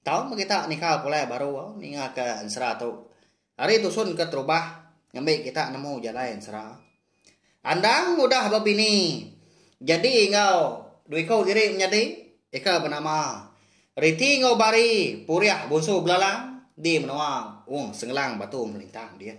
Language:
Iban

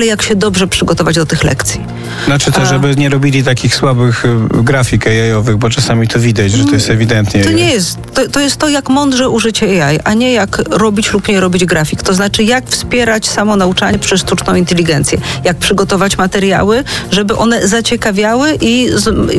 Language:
Polish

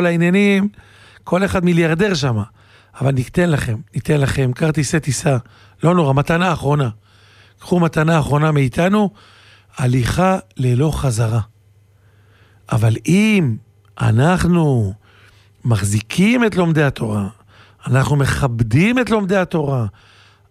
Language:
Hebrew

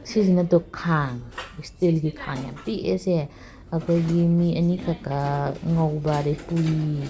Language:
Manipuri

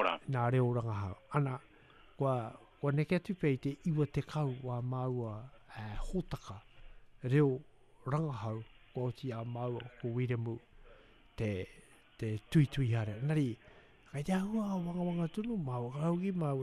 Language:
Māori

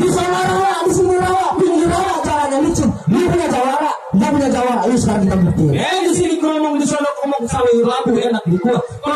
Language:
Betawi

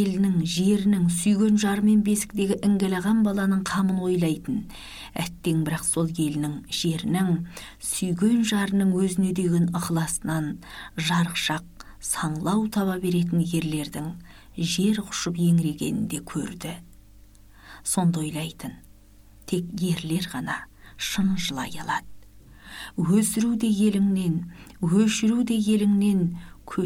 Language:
Kazakh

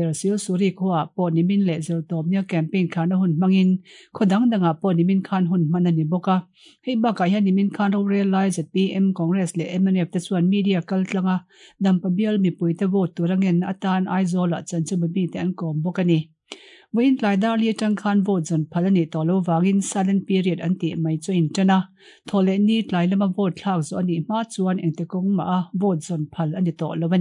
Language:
Mizo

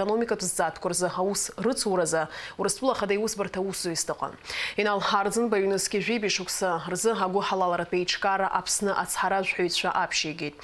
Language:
Abkhazian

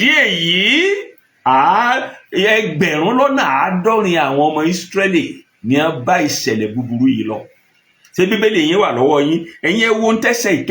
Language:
Yoruba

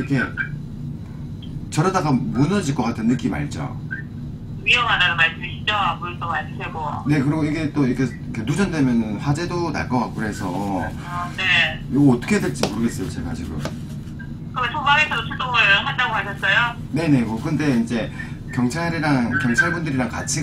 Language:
Korean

